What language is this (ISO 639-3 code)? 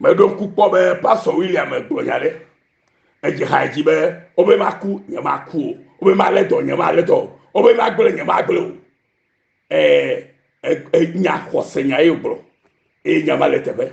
ewe